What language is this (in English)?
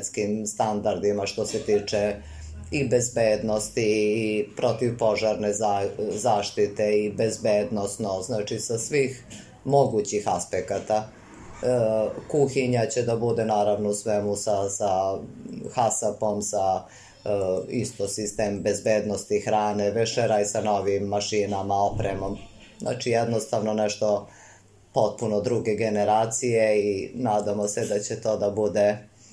Serbian